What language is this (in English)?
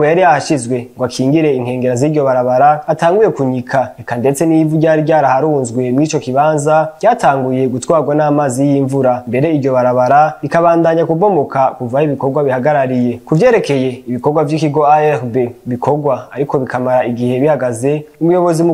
Rundi